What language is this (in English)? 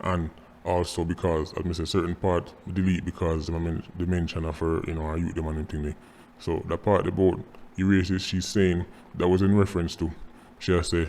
Jamaican Creole English